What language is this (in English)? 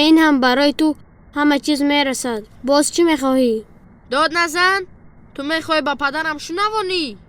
Tajik